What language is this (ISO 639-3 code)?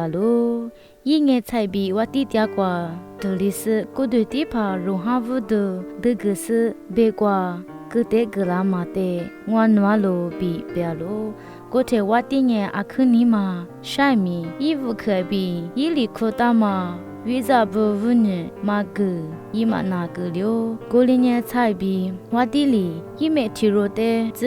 lis